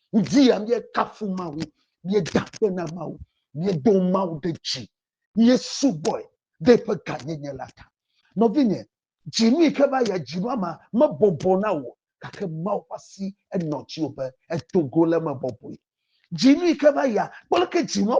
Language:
Ewe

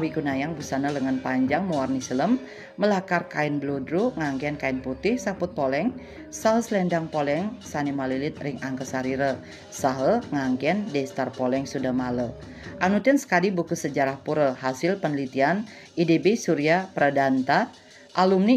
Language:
Balinese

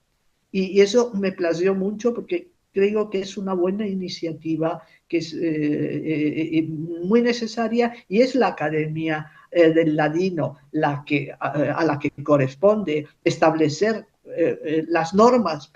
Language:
Ladino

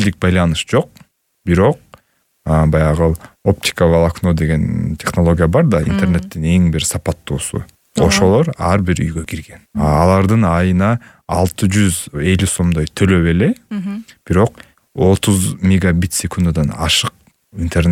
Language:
Kyrgyz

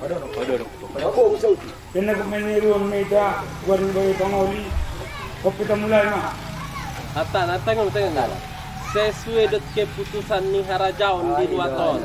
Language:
Batak Angkola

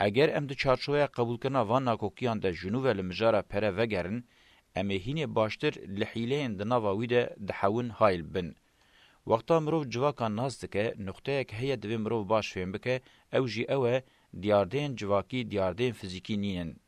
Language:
Kurdish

